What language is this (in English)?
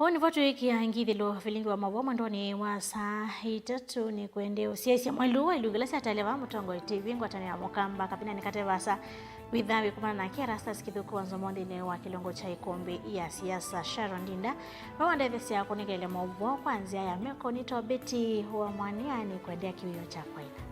Kamba